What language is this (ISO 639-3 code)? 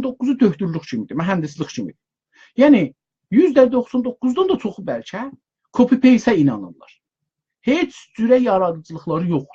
azb